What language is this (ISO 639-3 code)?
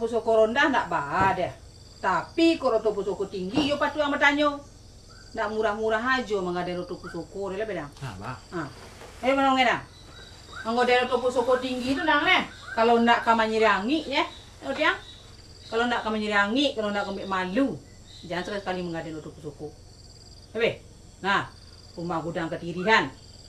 min